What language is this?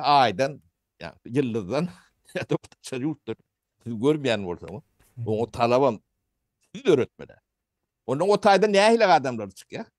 Turkmen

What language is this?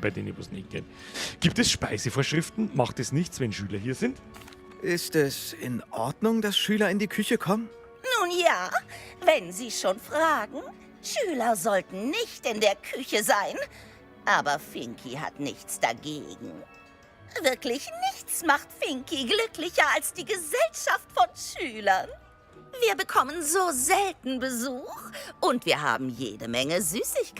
Bavarian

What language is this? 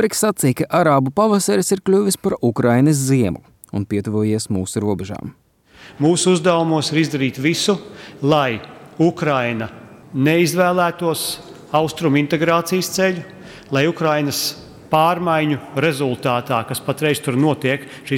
Latvian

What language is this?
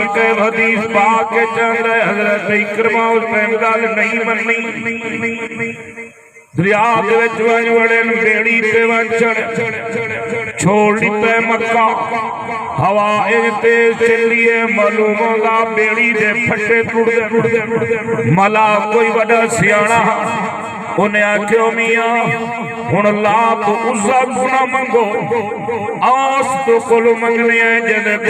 Saraiki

